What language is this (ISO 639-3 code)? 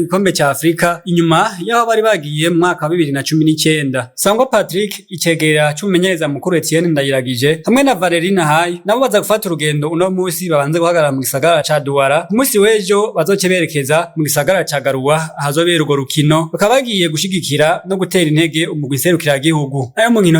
run